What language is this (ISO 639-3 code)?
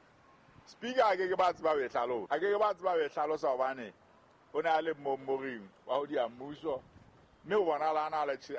sot